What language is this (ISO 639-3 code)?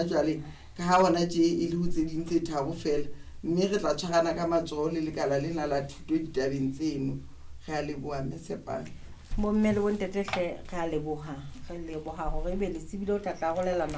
sot